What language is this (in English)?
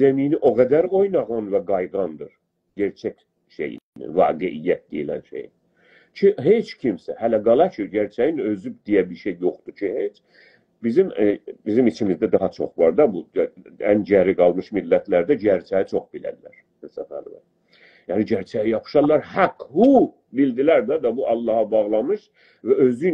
South Azerbaijani